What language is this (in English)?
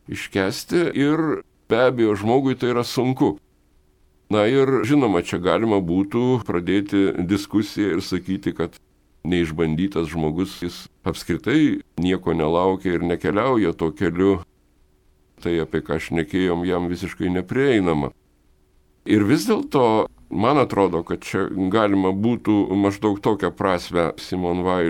Lithuanian